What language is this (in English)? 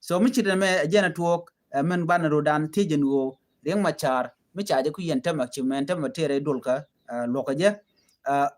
Nuer